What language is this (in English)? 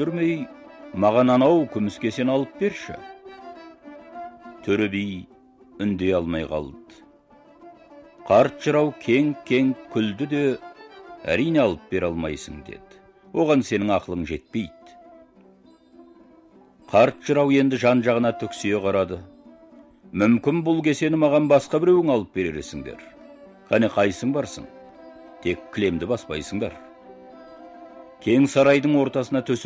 Kazakh